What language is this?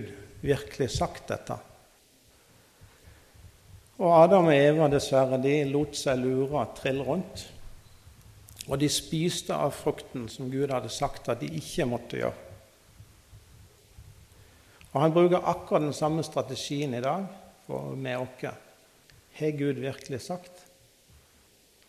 Norwegian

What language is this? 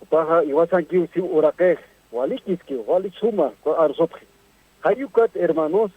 Aymara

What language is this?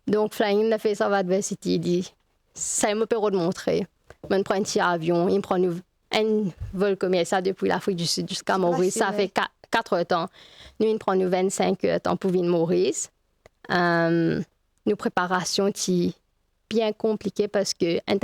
Morisyen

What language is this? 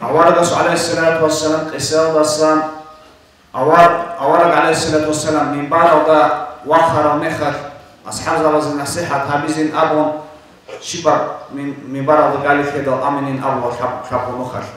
Avaric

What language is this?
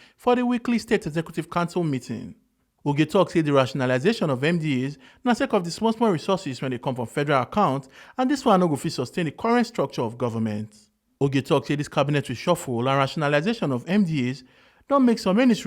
Nigerian Pidgin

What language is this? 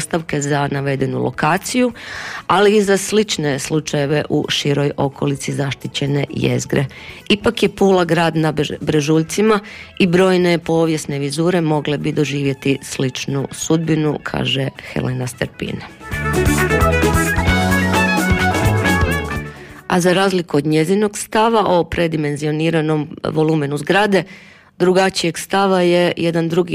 Croatian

